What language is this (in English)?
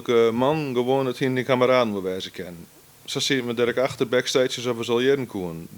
Western Frisian